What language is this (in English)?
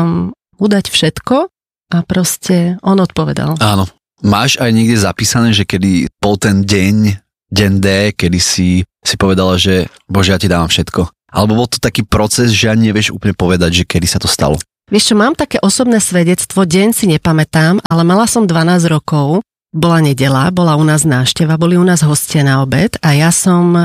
Slovak